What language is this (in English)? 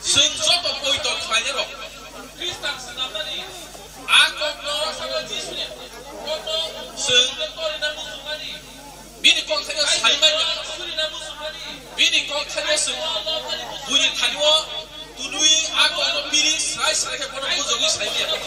Kok Borok